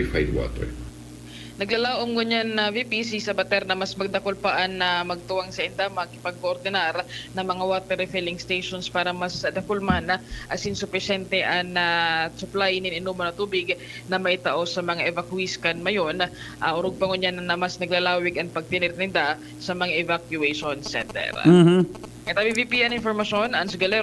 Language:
Bikol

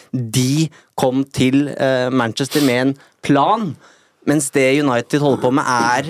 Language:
Norwegian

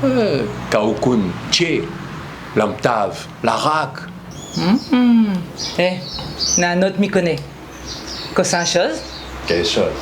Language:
Réunion Creole French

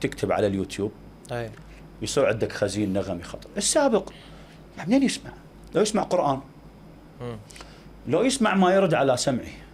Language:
Mesopotamian Arabic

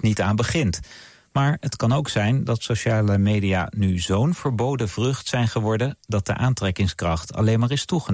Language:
Dutch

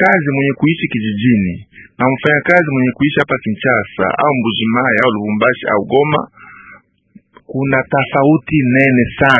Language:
Swahili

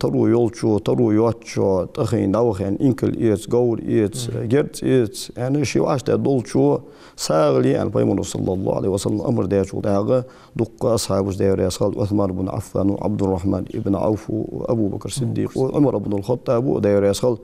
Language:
Ingush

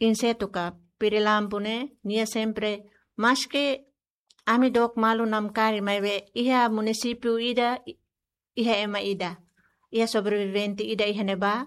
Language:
Tetum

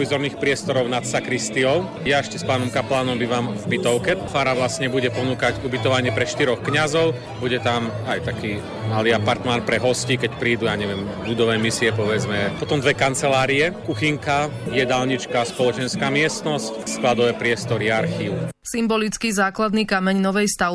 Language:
Slovak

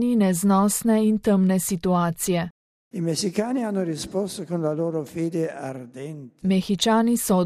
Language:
Slovenian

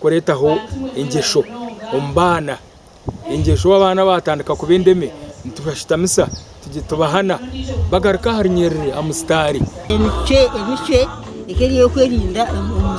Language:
Nyankole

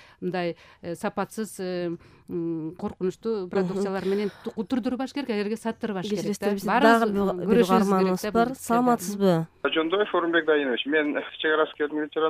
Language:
Kyrgyz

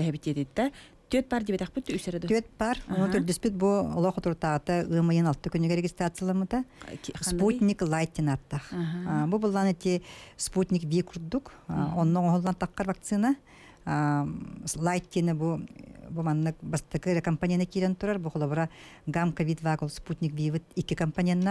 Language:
Yakut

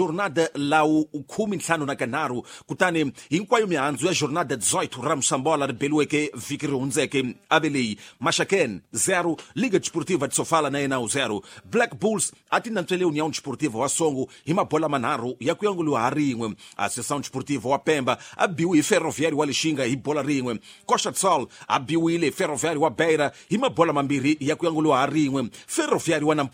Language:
Tsonga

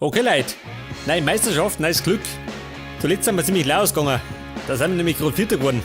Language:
Bavarian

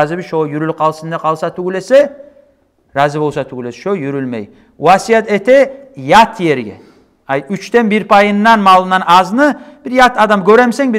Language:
Kumyk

